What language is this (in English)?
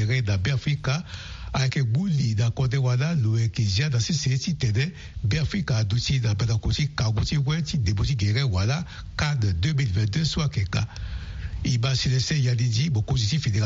Sango